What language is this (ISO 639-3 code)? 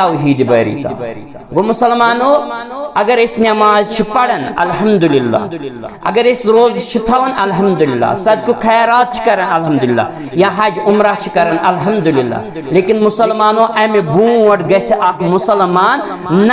kas